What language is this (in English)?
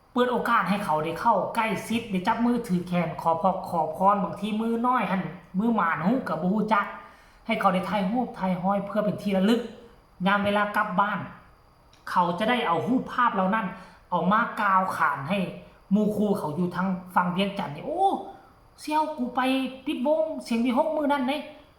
Northeastern Thai